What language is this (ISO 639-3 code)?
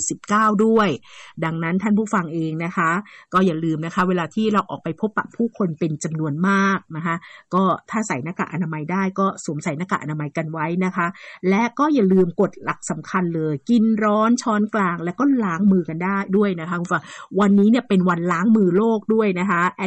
tha